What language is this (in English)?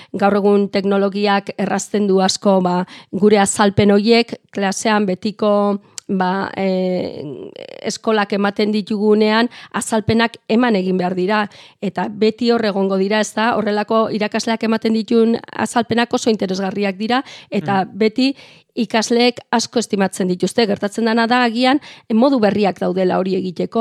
Basque